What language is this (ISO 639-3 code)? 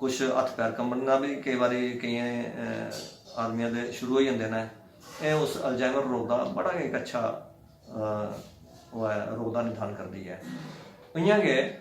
doi